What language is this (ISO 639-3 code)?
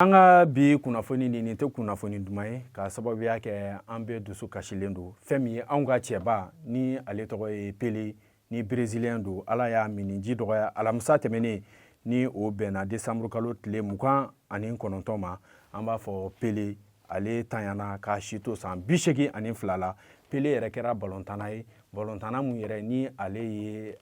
bam